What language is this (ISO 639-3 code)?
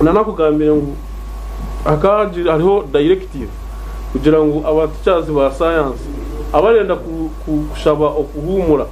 nyn